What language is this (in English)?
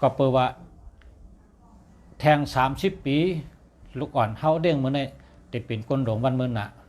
Shan